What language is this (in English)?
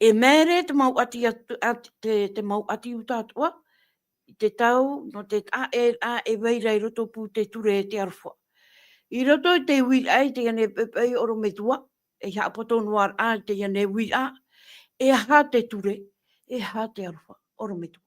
Tahitian